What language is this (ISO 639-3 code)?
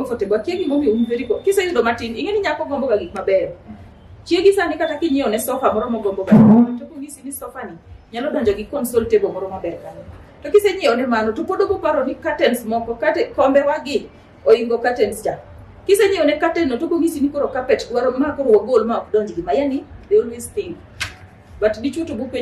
luo